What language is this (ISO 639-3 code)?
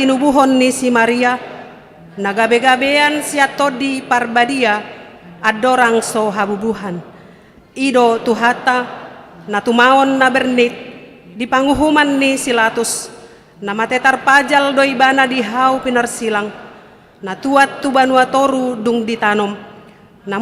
bbc